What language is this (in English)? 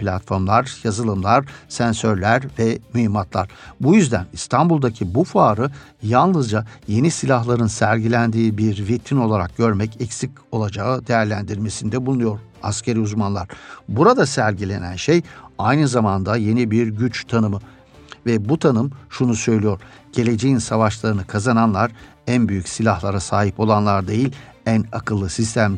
Turkish